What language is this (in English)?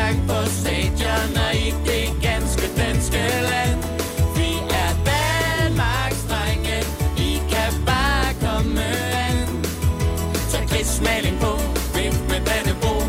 Danish